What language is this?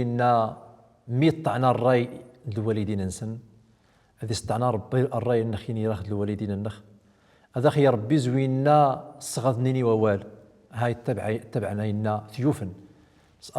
Central Atlas Tamazight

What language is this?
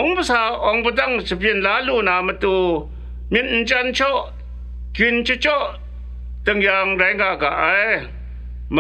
Kachin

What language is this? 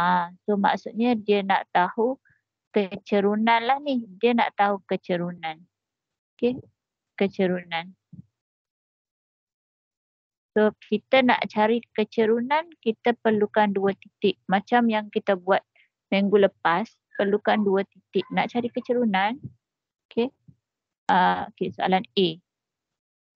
Malay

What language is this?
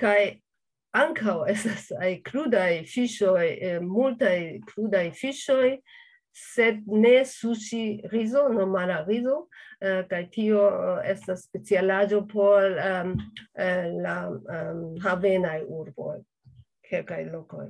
Esperanto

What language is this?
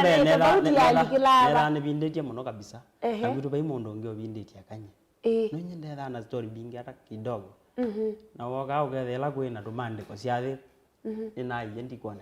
Kamba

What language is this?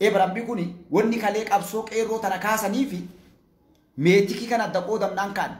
Oromo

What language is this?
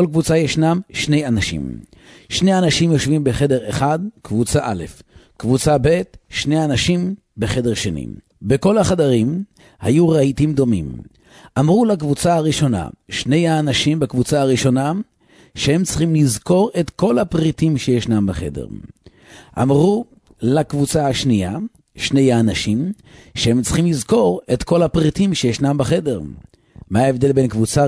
Hebrew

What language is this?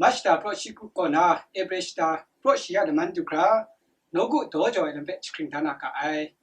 Kachin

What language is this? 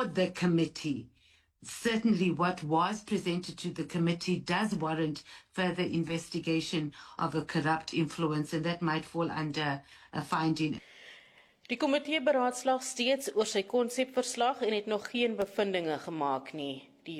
Afrikaans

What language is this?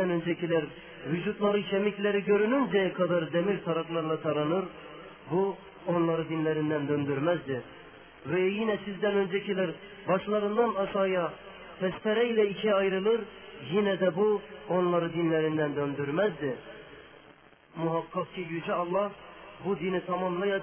Turkish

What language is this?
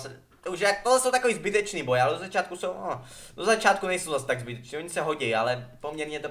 Czech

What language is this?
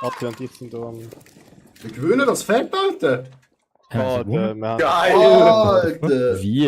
Swiss German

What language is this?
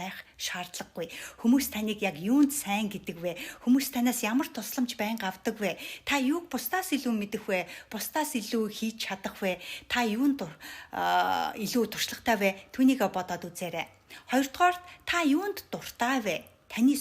Mongolian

